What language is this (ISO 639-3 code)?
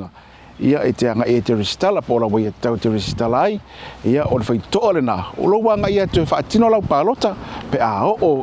smo